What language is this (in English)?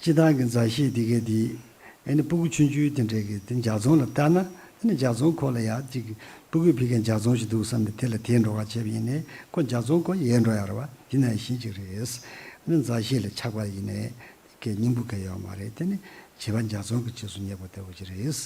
Tibetan